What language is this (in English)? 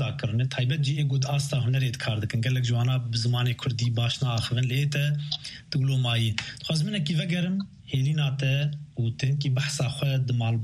Kurdish